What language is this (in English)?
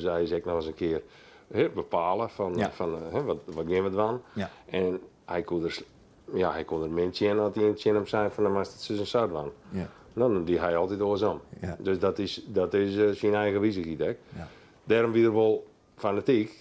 Western Frisian